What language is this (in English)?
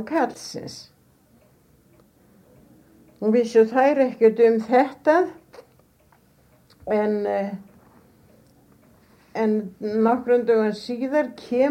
Icelandic